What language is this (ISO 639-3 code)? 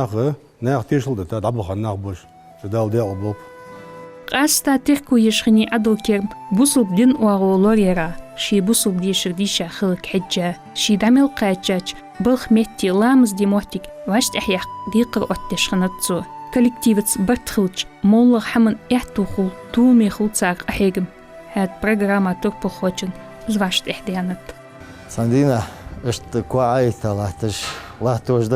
inh